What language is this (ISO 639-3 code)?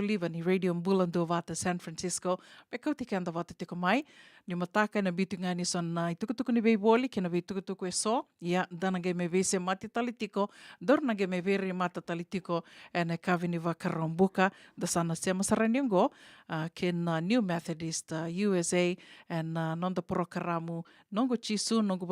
fij